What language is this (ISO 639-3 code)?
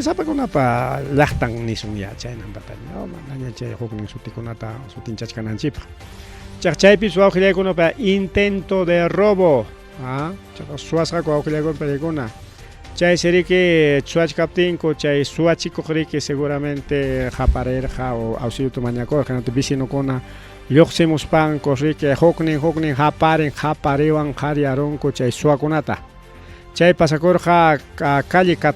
quy